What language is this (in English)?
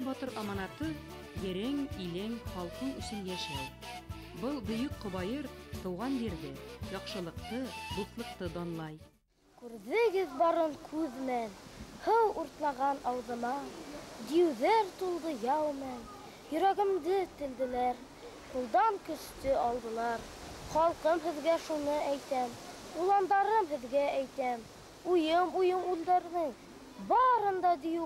Bashkir